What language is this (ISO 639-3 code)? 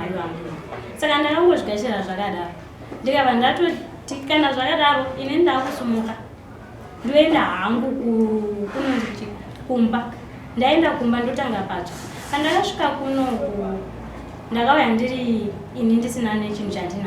sna